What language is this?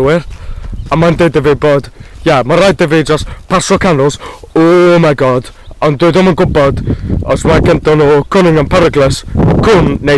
Welsh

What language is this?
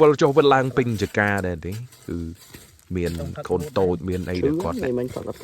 Khmer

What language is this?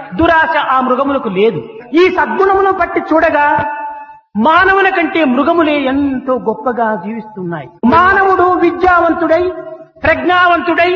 Telugu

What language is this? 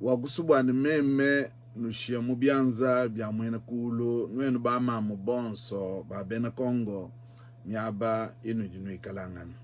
Luba-Lulua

